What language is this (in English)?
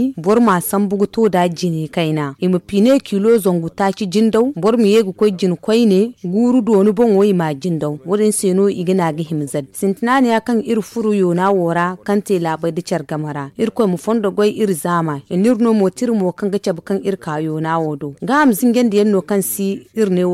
Zarma